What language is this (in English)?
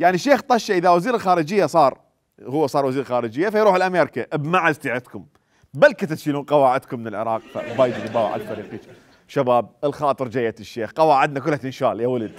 Mesopotamian Arabic